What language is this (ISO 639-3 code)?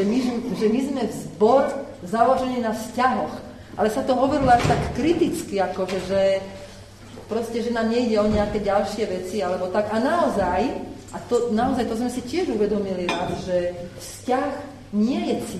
slk